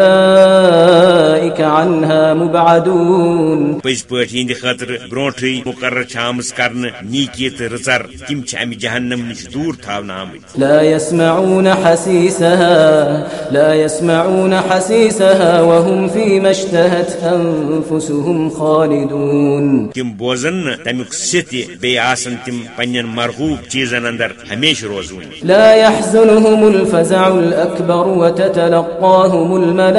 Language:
Kashmiri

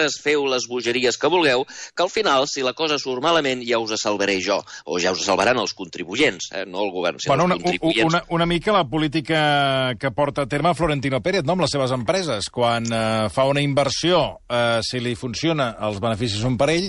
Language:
Catalan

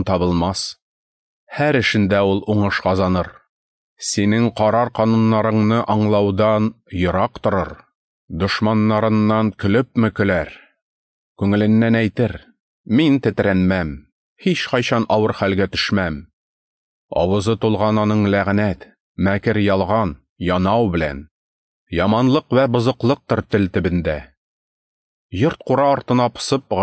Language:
Tatar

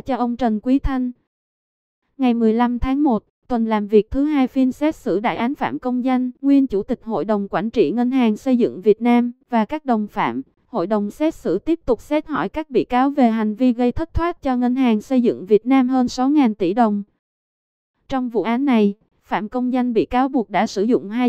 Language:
Vietnamese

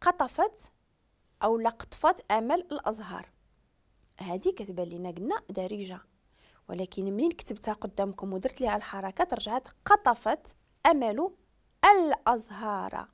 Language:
Moroccan Arabic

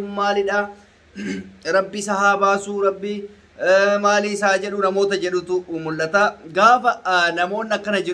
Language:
Oromo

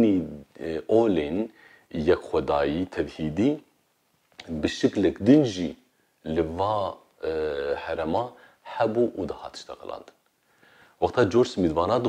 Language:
Kurdish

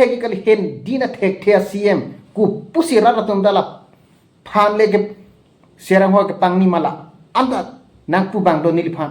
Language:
Karbi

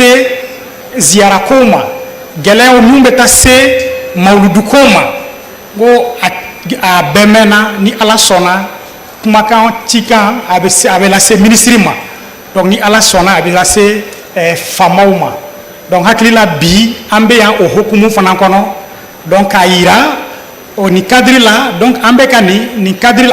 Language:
Bambara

